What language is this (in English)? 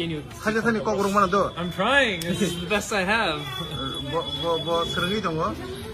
Kok Borok